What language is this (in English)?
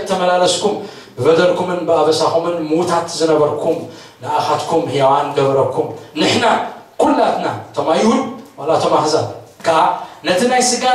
Tigrinya